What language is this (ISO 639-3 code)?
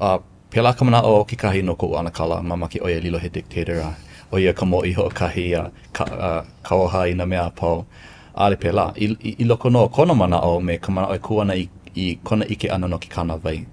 haw